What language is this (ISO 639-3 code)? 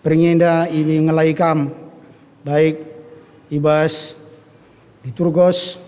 btx